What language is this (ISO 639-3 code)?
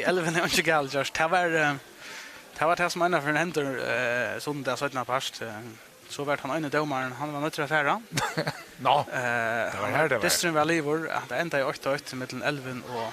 fao